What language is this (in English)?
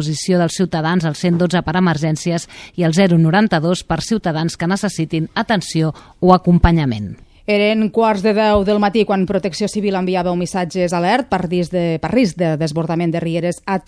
Catalan